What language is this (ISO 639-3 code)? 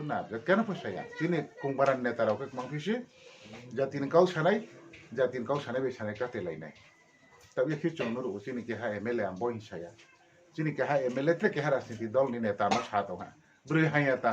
ria